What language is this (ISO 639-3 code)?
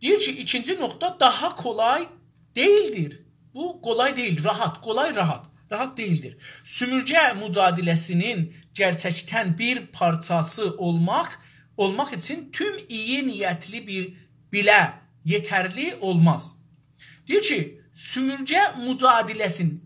azb